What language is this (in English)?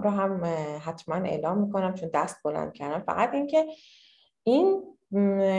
Persian